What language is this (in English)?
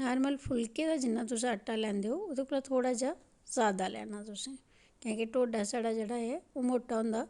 Dogri